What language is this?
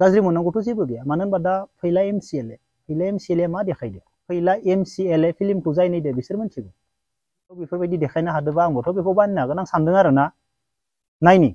Bodo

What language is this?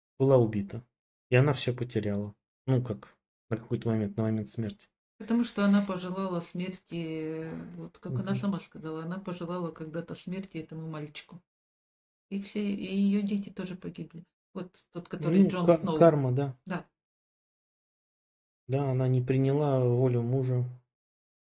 Russian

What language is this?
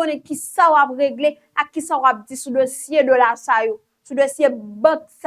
Haitian Creole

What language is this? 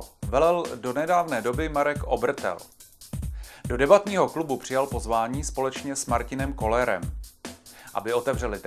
Czech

